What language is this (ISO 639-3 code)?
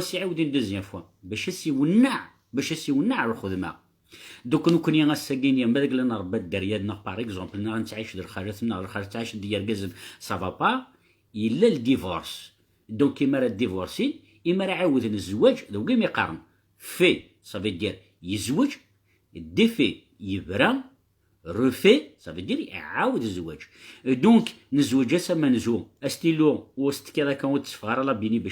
kab